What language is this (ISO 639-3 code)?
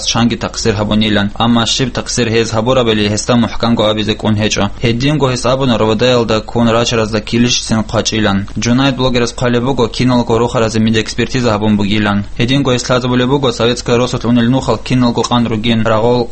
ava